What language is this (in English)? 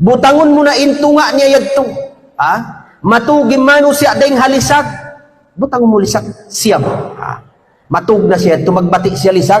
Tausug